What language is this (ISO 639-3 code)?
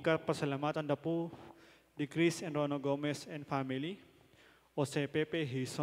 pam